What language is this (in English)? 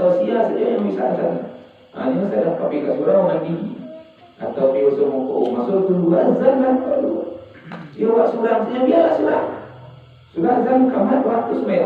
Minangkabau